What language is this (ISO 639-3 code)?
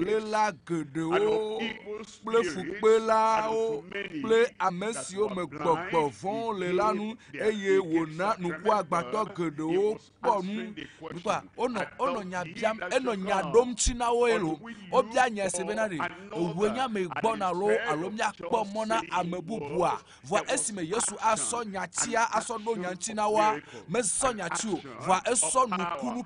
ewe